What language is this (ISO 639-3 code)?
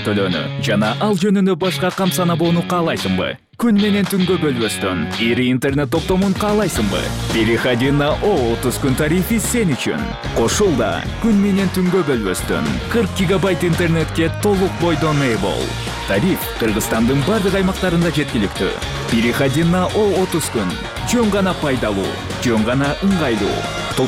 kir